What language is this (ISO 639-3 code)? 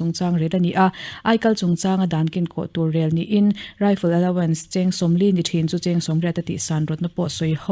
lus